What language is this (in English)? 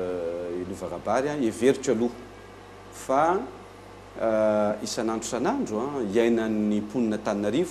Malagasy